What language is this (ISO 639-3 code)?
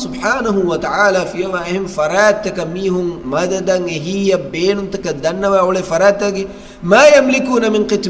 div